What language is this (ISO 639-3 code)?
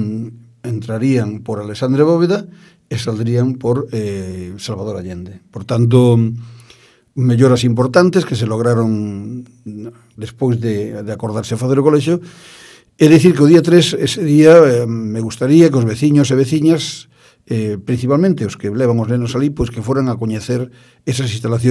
glg